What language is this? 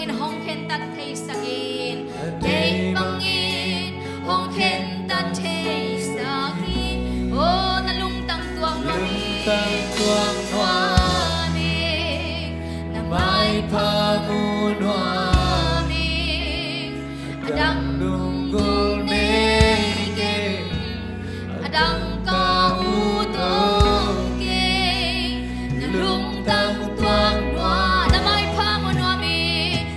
Tedim Chin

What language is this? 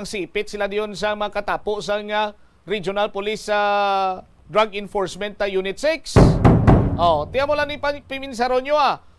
Hiligaynon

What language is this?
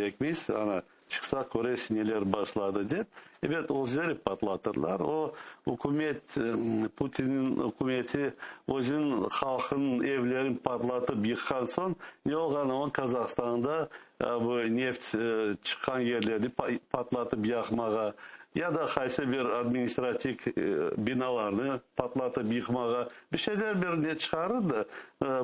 Crimean Tatar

